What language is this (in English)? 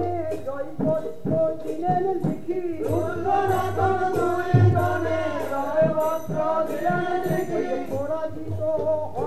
Bangla